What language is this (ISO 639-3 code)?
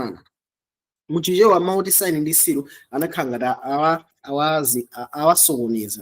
nya